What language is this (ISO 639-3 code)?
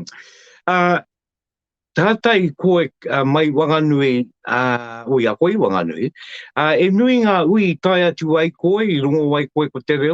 mri